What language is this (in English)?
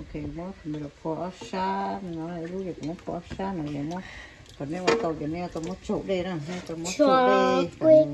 Hmong